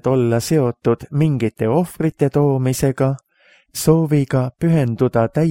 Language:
Estonian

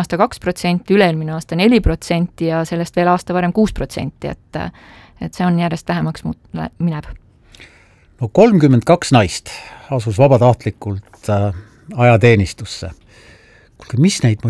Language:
Estonian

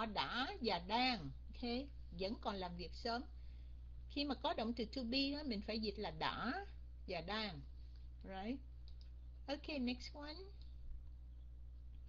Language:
Vietnamese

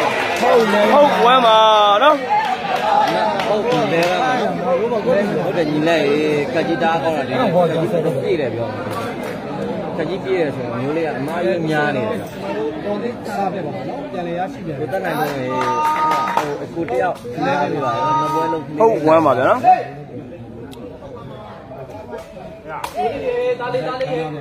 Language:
Burmese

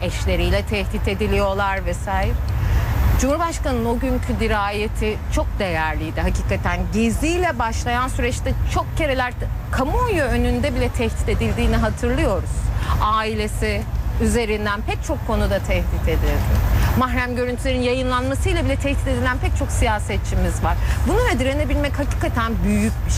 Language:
Turkish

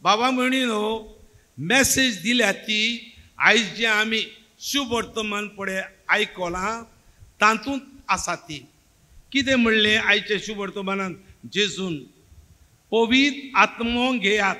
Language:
Konkani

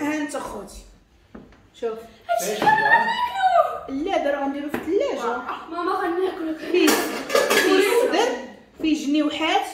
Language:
Moroccan Arabic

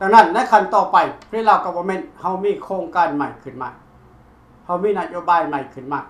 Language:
Lao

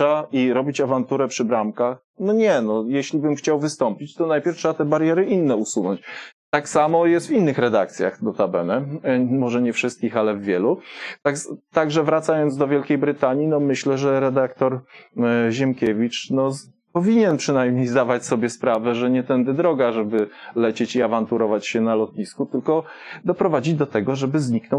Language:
Polish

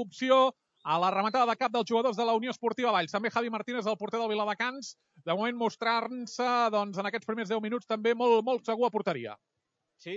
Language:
Catalan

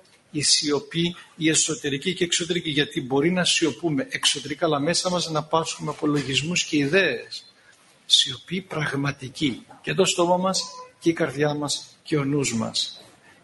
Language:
Greek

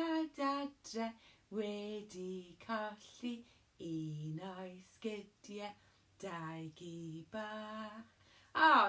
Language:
Welsh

